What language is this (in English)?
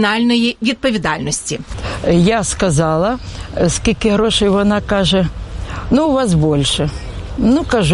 Ukrainian